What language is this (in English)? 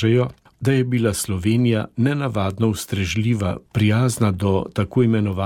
Slovenian